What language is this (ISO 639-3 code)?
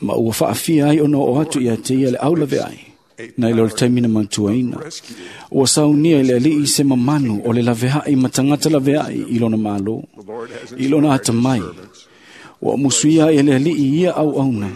smo